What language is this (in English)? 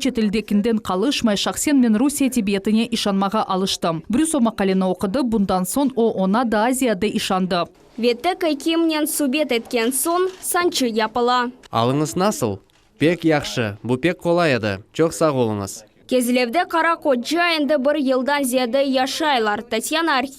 Crimean Tatar